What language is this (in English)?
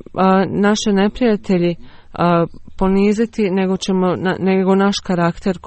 Bosnian